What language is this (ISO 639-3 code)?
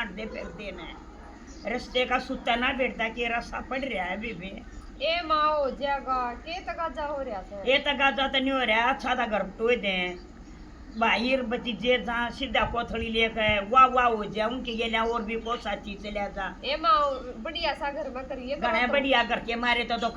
bgc